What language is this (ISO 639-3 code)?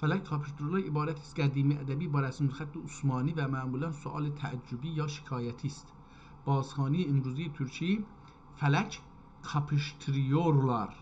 azb